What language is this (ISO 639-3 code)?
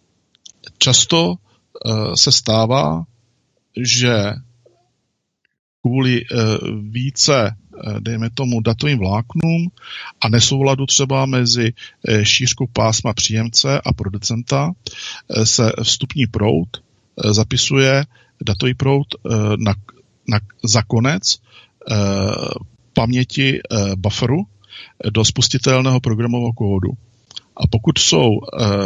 ces